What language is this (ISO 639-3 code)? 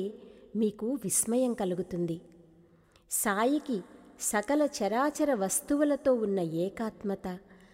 tel